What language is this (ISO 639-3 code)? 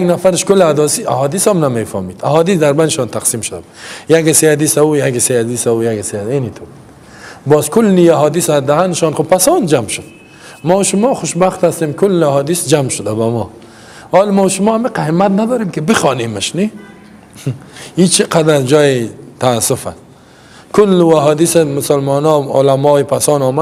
fas